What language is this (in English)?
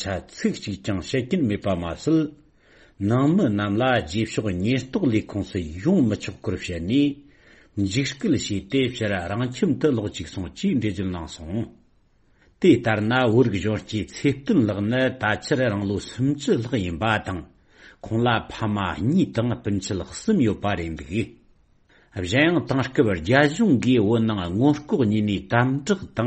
Tibetan